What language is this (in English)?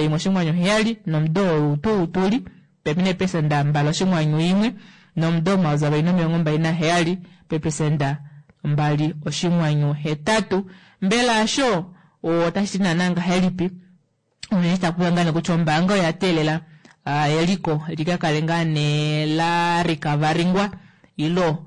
Kuanyama